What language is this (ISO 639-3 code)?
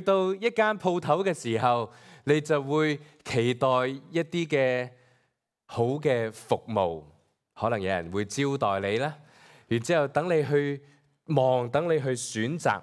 yue